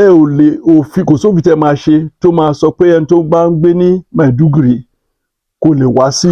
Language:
Yoruba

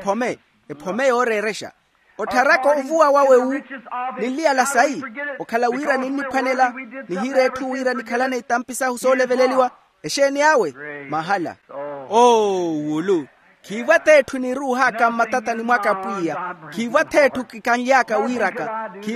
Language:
Makhuwa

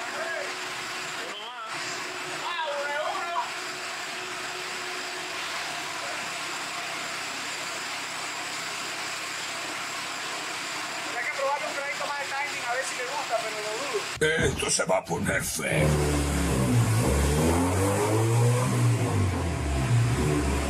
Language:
Spanish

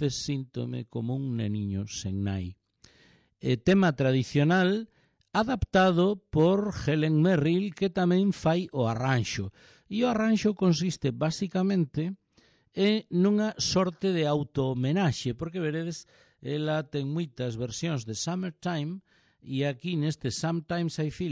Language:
Galician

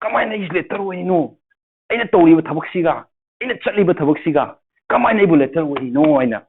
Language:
Manipuri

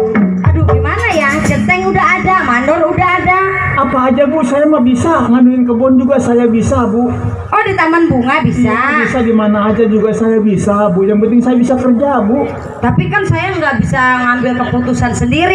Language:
Betawi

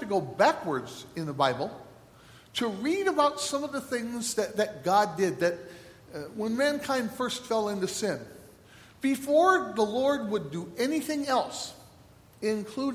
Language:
English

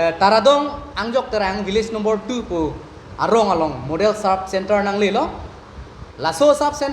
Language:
Karbi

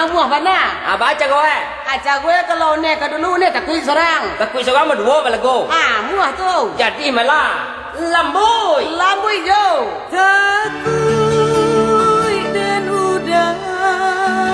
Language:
Minangkabau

